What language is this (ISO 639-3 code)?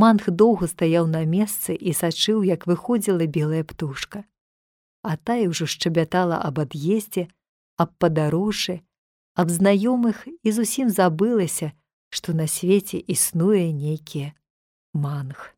bel